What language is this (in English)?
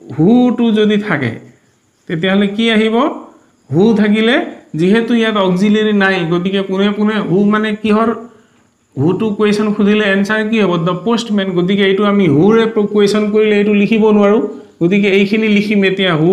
Assamese